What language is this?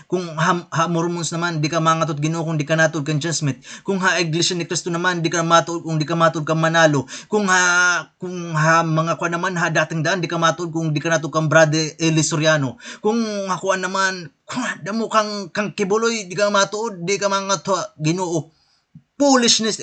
Waray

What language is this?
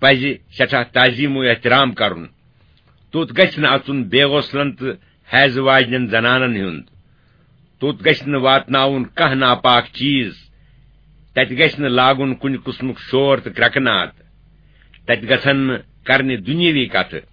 Kashmiri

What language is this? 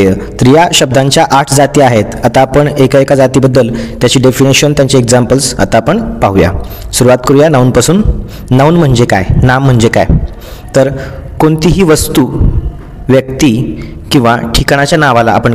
Marathi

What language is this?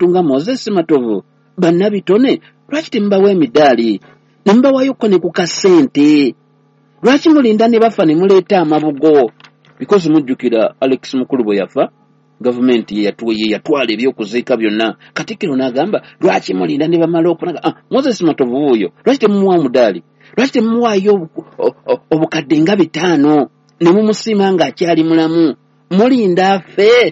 Ganda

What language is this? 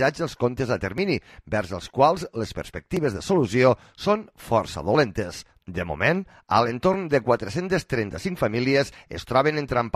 Catalan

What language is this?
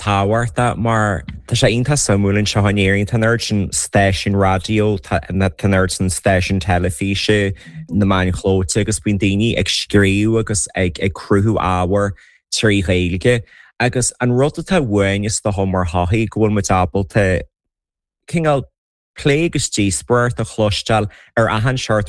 Irish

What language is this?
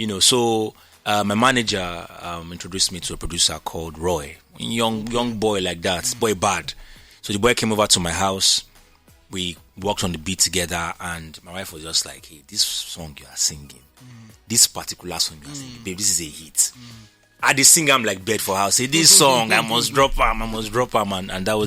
Nigerian Pidgin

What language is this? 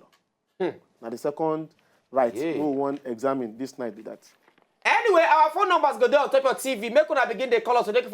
Nigerian Pidgin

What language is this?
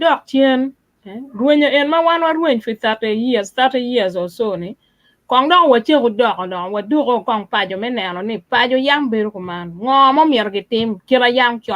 Acoli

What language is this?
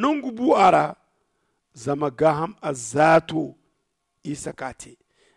Zarma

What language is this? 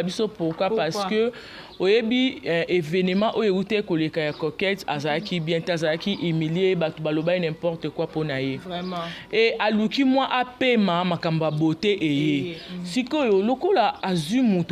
Lingala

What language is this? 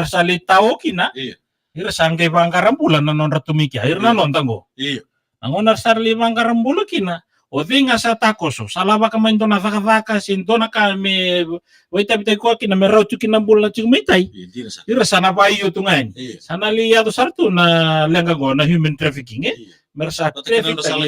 Fijian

